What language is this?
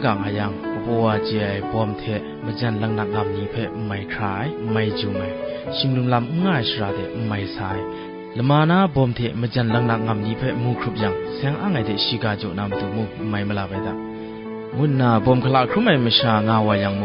Kachin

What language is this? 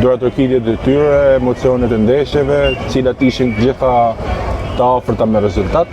Albanian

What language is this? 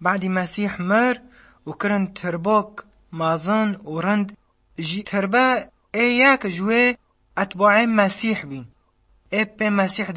Kurdish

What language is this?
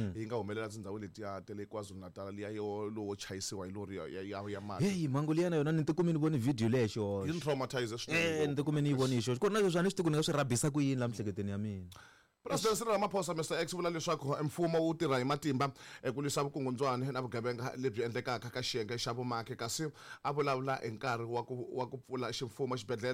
Tsonga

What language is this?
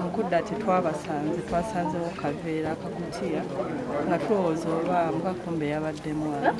Ganda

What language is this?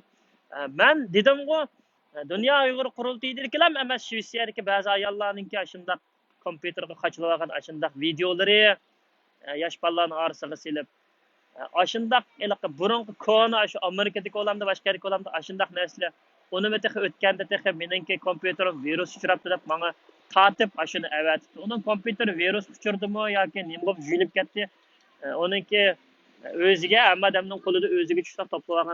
Uyghur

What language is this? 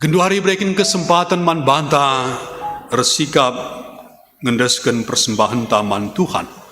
Batak Karo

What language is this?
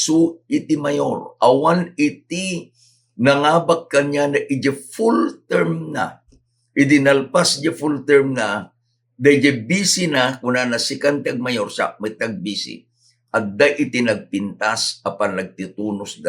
Iloko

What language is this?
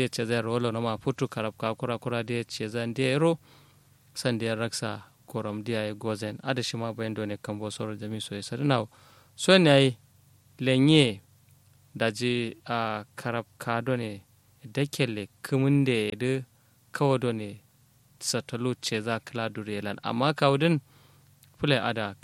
Kanuri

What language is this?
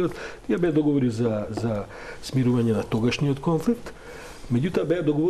Macedonian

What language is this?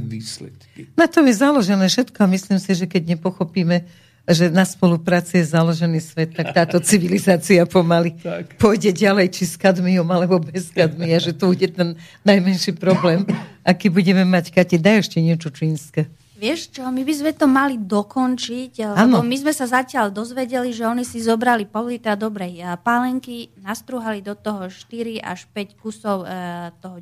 Slovak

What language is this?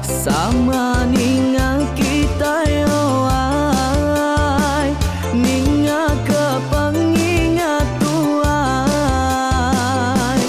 Iban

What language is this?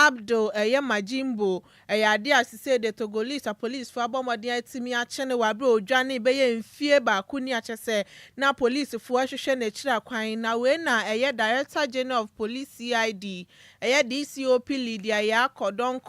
Akan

